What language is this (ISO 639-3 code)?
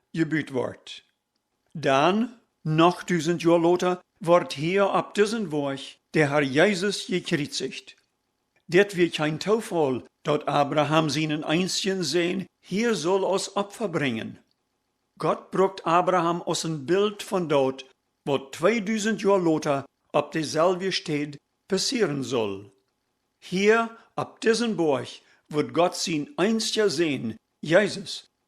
pdt